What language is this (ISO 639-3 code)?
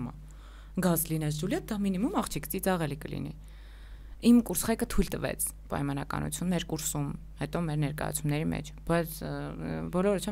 hye